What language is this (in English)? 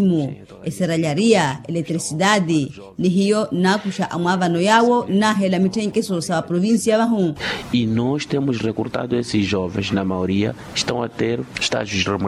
Makhuwa